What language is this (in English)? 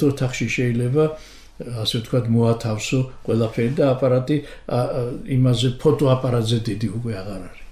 Georgian